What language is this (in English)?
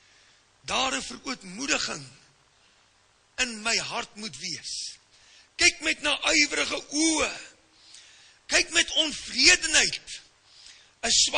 Afrikaans